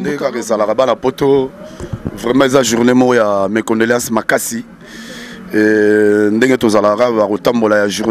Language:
Lingala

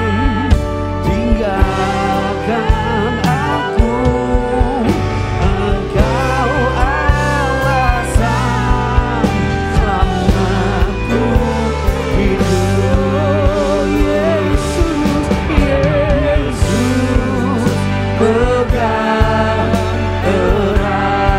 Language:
Indonesian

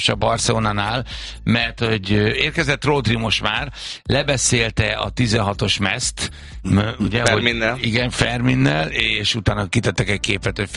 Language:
Hungarian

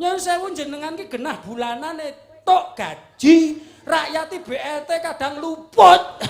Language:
Javanese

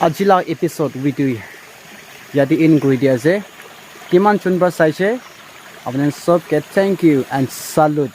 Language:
Naga Pidgin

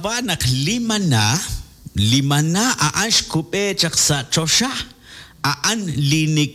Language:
Kekchí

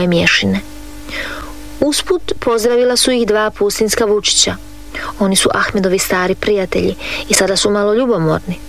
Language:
Croatian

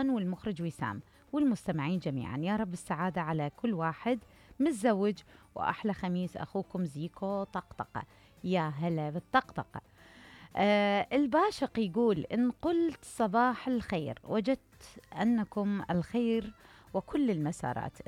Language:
Mesopotamian Arabic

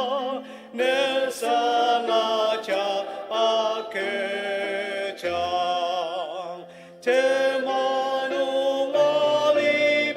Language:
Ao Naga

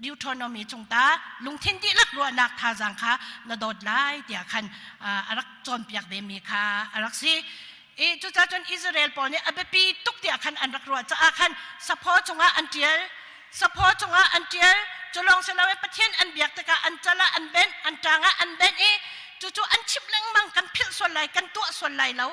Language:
Hakha Chin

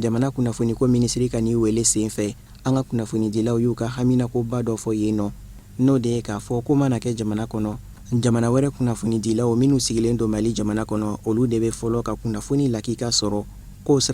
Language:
Bambara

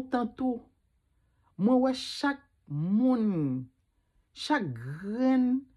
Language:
Haitian Creole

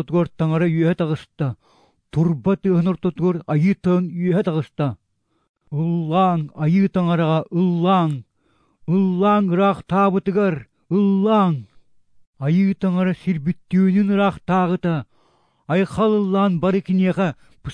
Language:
Yakut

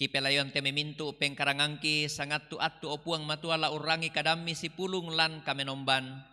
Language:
Toraja-Sa'dan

